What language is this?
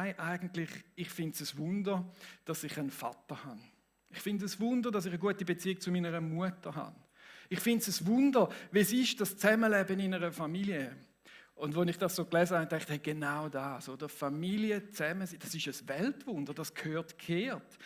Swiss German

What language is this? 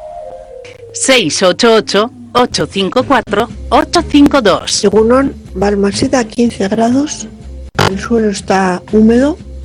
Spanish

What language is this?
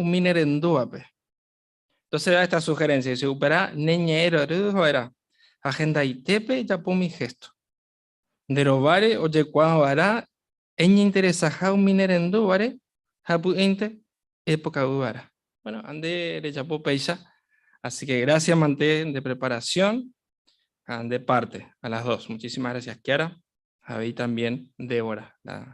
Guarani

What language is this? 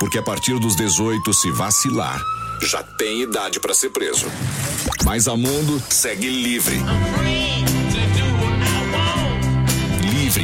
Portuguese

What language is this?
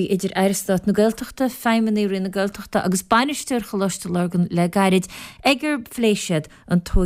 Irish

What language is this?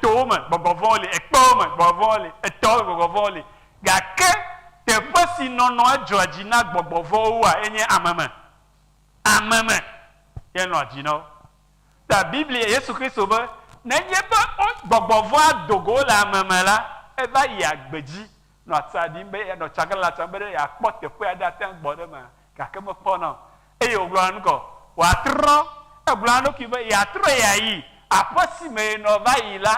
Ewe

